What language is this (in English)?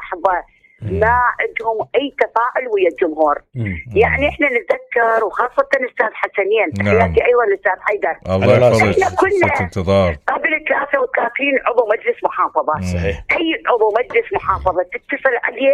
Mesopotamian Arabic